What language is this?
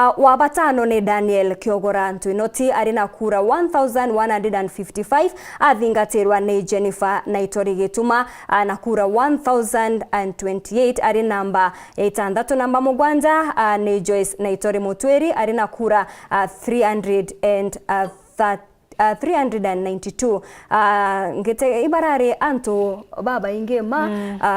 Meru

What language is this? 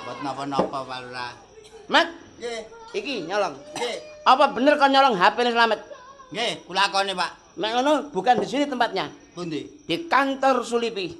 Javanese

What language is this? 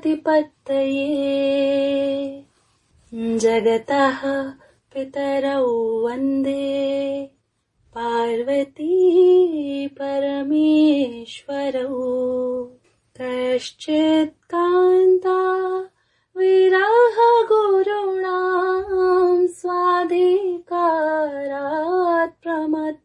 Sanskrit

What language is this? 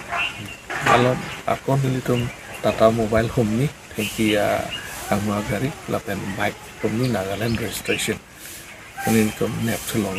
Karbi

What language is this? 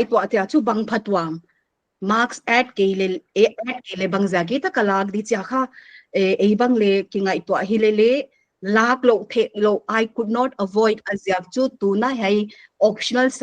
Paite Chin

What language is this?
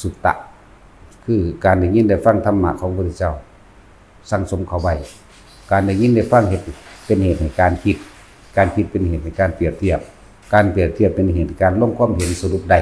Northeastern Thai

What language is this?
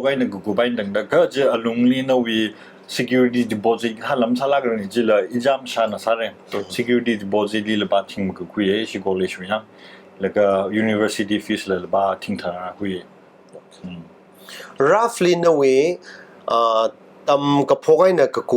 Tangkhul Naga (India)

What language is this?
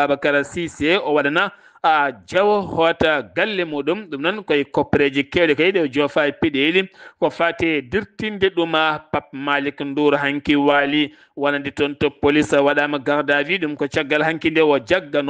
Fula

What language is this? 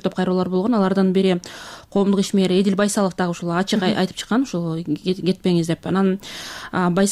Kyrgyz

